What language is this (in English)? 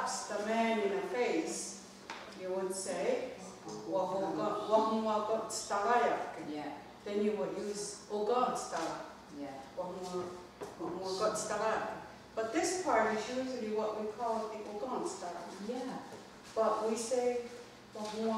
Mohawk